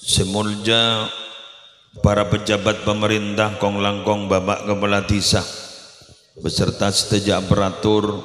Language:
Madurese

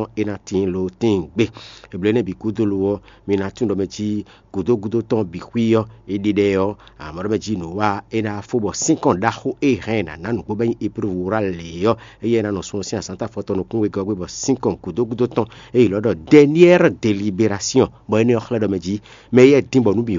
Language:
Fon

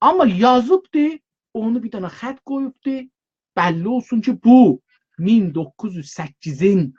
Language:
South Azerbaijani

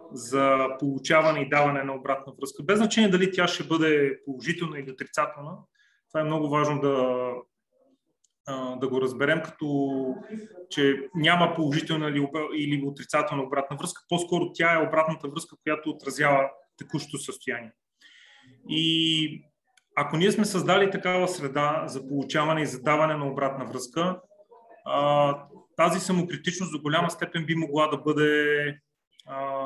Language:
Bulgarian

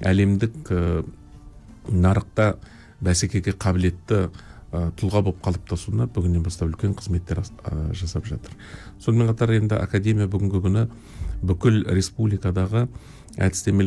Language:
Kazakh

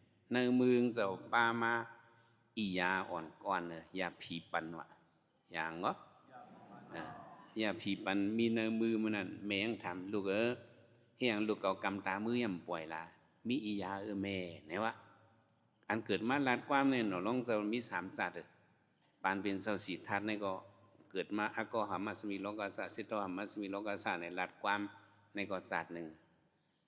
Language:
Shan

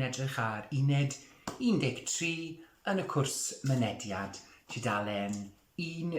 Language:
Welsh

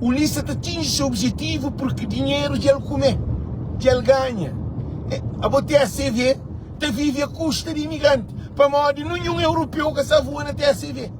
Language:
Kabuverdianu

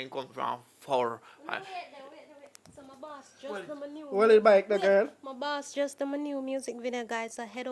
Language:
Jamaican Creole English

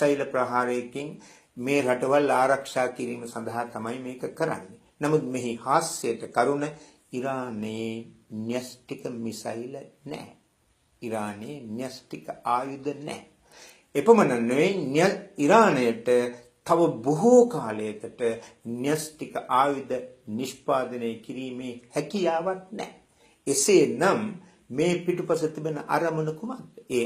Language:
Sinhala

